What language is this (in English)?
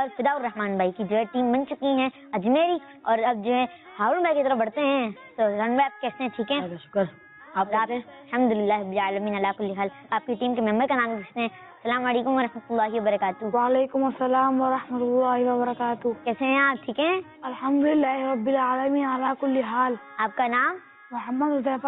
Urdu